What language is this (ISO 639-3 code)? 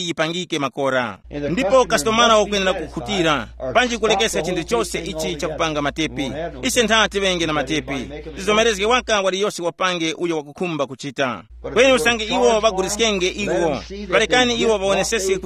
tum